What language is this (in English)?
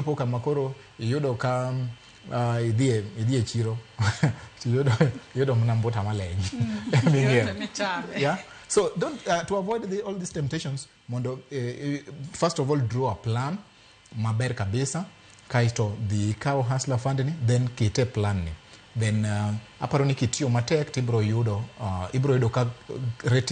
Luo (Kenya and Tanzania)